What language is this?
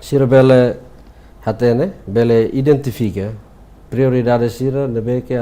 Tetum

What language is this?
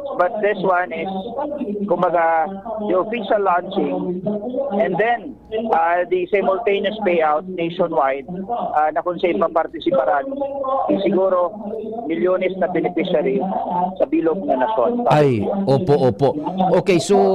Bikol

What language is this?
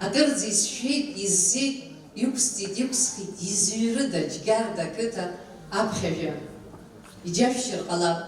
Abkhazian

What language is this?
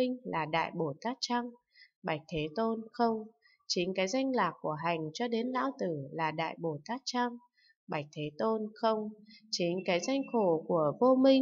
Vietnamese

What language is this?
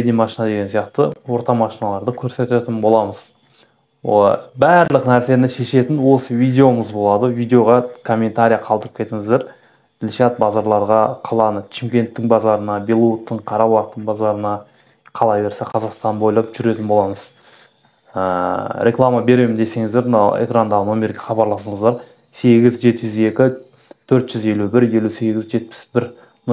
Kazakh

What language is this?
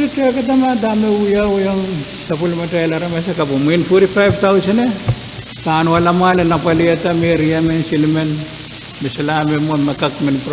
Pohnpeian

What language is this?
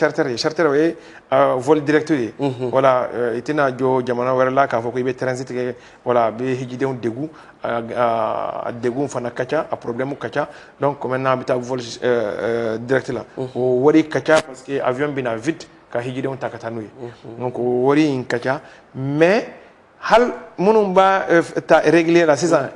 Bambara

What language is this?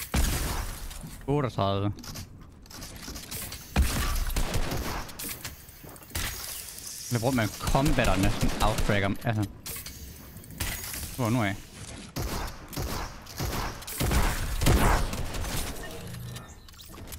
Danish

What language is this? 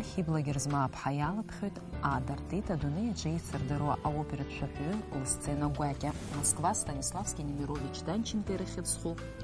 Abkhazian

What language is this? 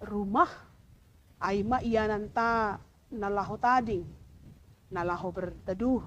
Batak Simalungun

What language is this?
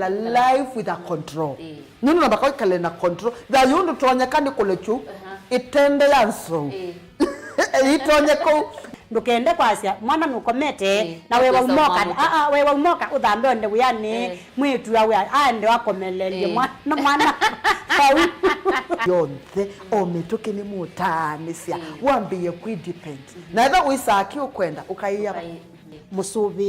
Kamba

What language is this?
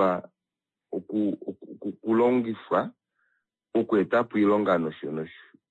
Kuanyama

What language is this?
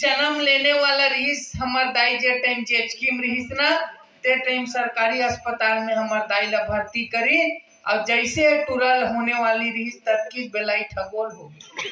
Chhattisgarhi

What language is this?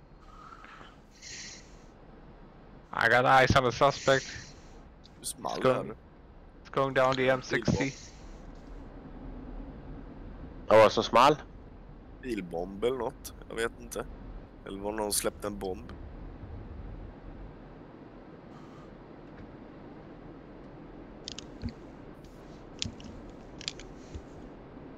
Swedish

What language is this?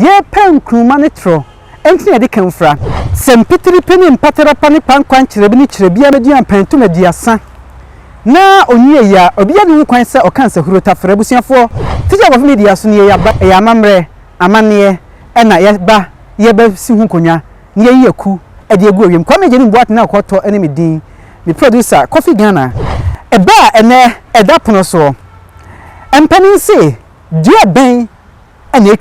Akan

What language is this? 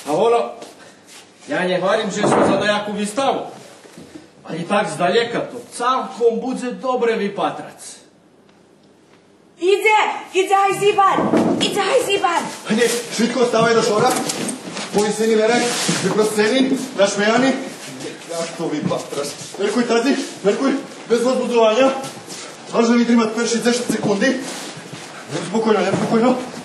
Croatian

